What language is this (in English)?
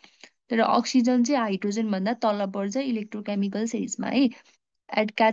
Nepali